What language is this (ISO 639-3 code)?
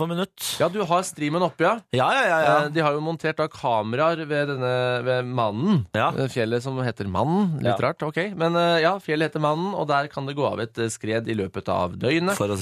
nor